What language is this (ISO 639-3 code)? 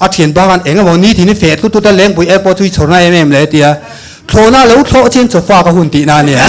lus